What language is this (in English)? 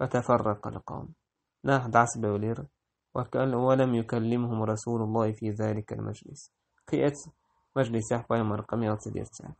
Chechen